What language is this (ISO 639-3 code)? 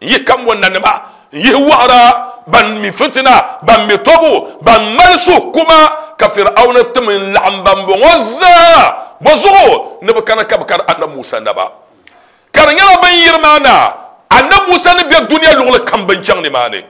dag